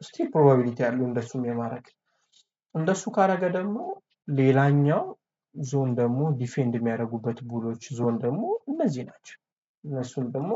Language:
Amharic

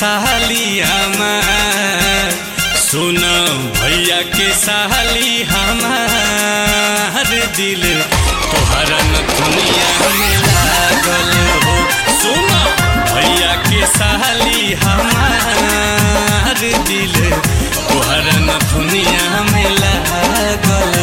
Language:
Bhojpuri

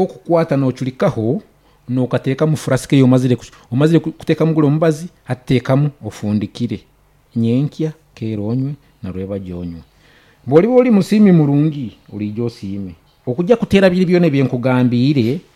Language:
Nyoro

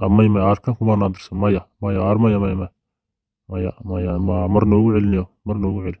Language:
Somali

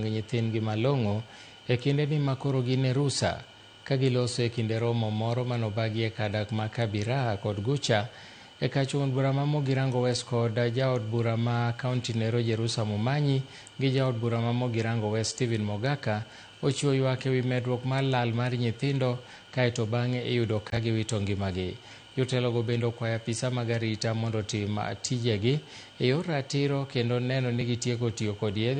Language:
Luo (Kenya and Tanzania)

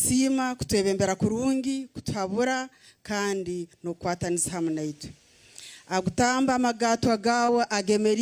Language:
Nyankole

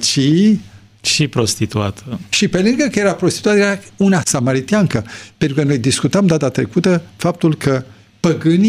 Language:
Romanian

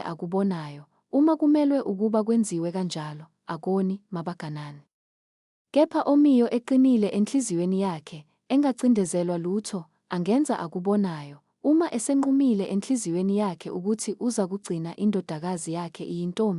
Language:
Zulu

